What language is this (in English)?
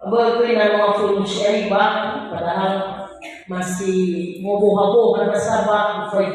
Nias